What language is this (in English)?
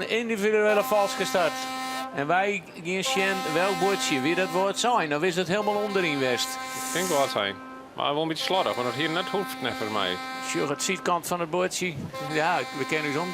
Western Frisian